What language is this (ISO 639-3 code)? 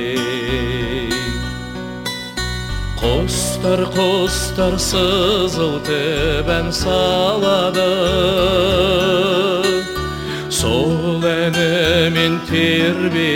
kaz